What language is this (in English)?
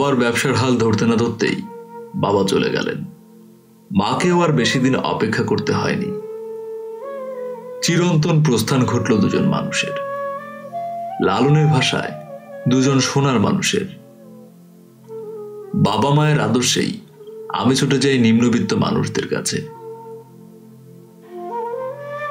Bangla